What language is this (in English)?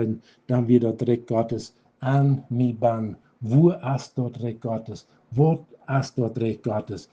Plautdietsch